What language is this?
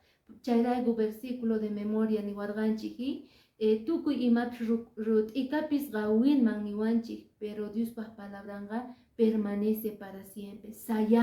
Quechua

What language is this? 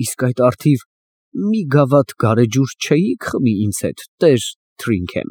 Armenian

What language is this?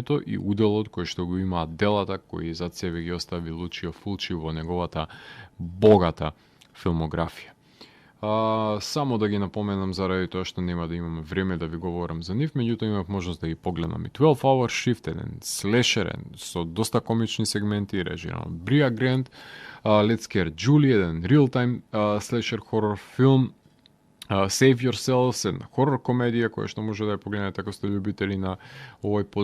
Macedonian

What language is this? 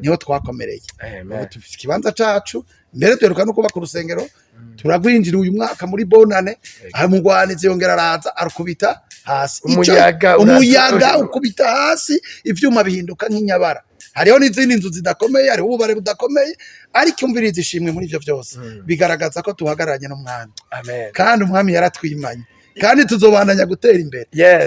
Rundi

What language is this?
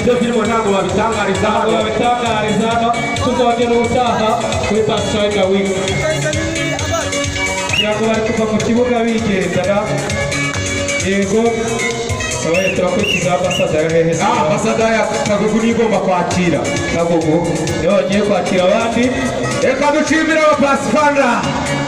Kinyarwanda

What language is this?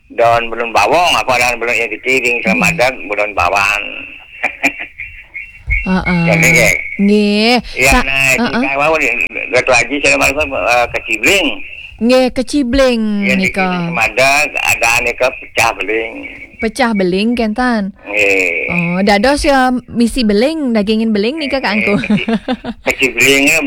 Balinese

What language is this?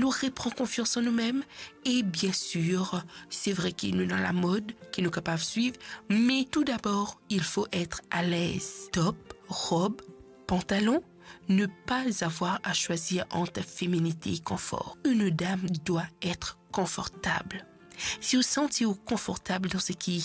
Morisyen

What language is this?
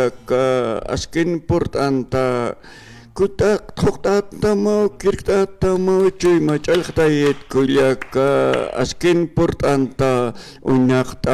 Aymara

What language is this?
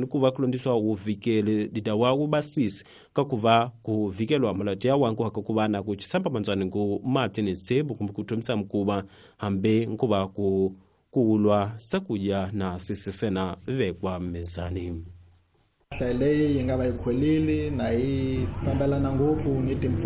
Tsonga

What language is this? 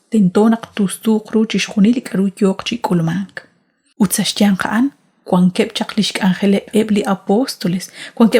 Kekchí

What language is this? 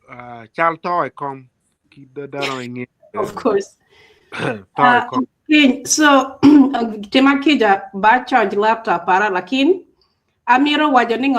Acoli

